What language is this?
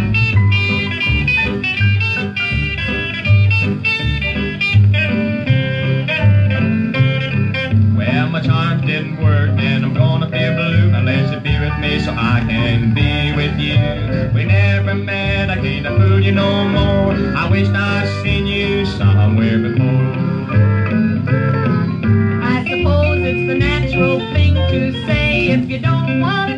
English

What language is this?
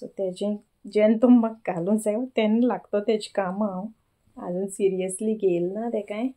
Konkani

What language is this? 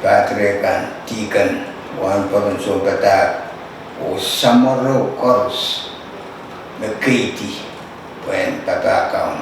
Pohnpeian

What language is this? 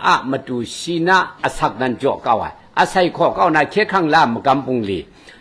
Kachin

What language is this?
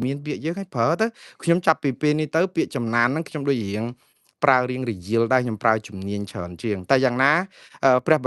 Khmer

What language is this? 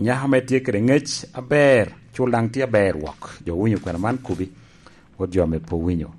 Lango (Uganda)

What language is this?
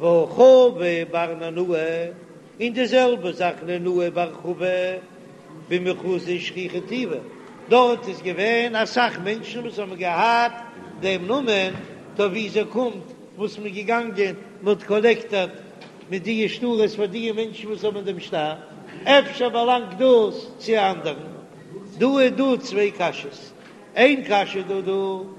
Yiddish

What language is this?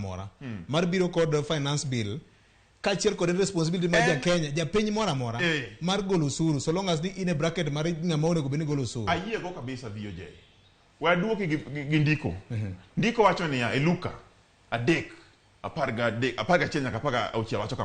Luo (Kenya and Tanzania)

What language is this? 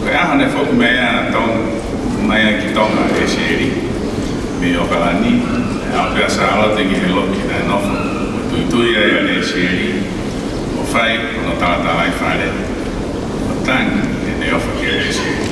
Tongan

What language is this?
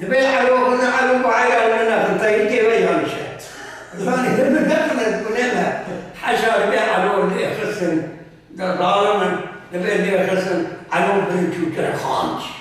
Kurdish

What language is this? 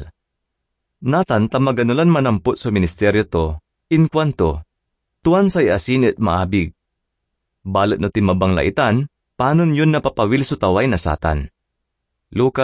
Pangasinan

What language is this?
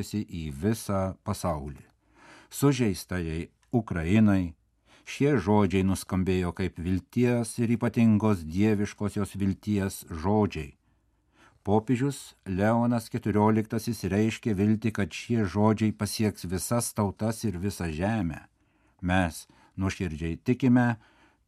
Lithuanian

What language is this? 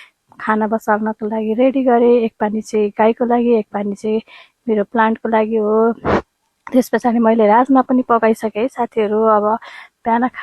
Nepali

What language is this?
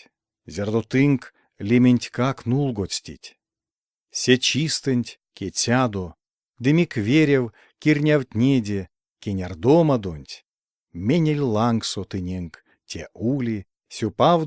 Erzya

